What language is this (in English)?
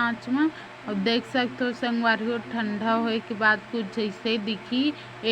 Chhattisgarhi